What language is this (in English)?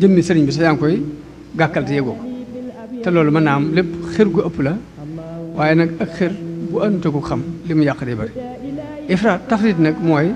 Wolof